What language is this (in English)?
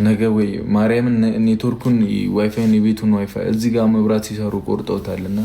Amharic